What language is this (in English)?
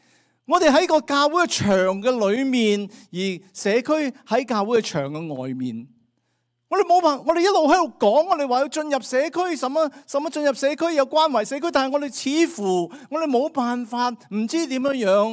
Cantonese